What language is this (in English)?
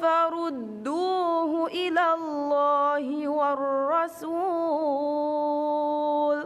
Divehi